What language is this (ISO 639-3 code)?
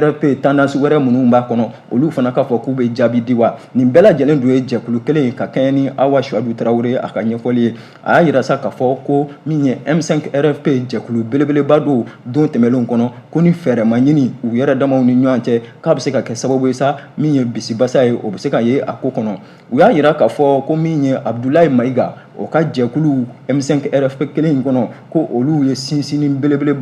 bam